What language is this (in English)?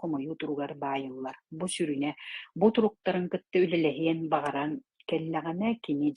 Yakut